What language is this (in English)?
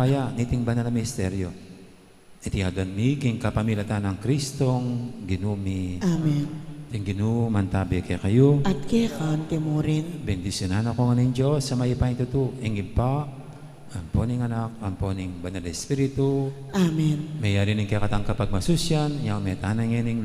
Pampanga